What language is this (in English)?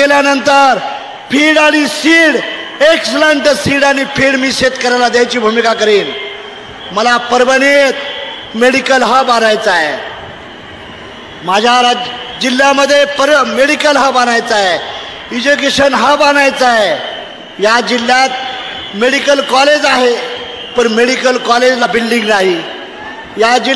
Marathi